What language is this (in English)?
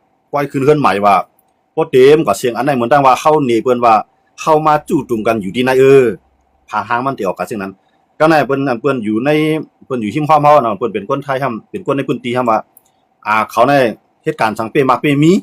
Shan